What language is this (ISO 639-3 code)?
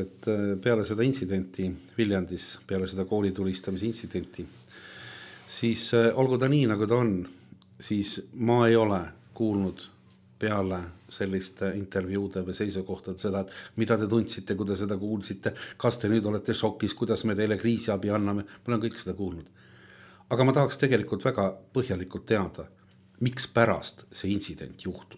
est